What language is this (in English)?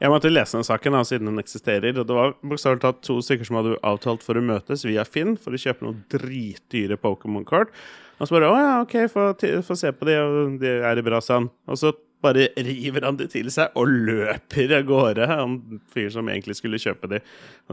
Norwegian